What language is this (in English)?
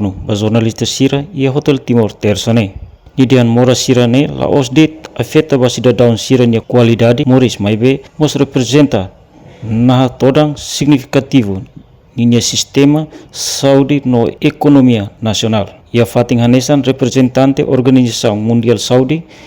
Tetum